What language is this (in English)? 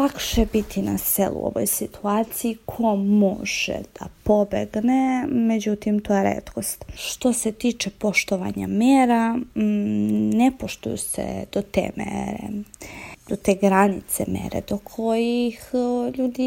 Serbian